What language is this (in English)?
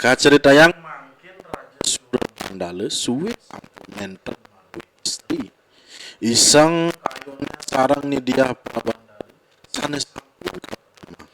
Balinese